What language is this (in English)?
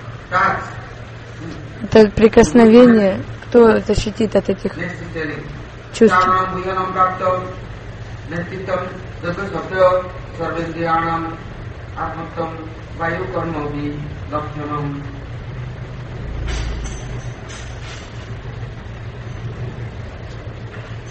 Russian